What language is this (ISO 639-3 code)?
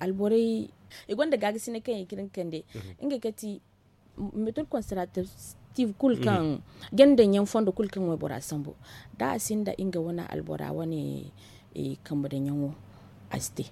dje